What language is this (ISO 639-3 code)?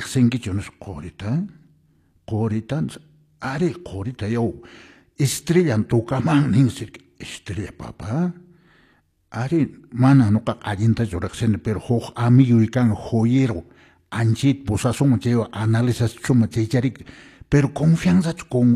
que